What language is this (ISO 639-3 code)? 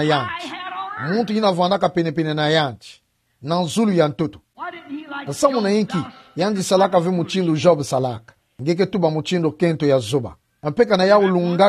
ktu